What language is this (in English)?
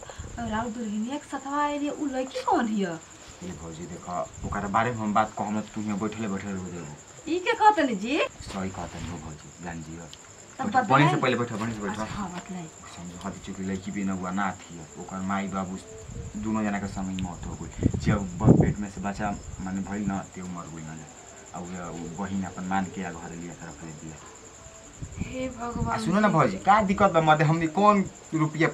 Bhojpuri